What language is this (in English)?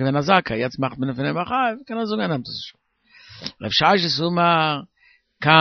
Yiddish